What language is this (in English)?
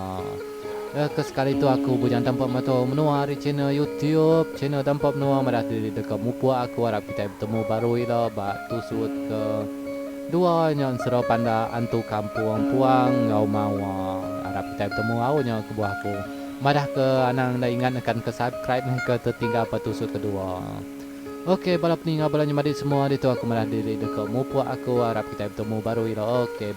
Iban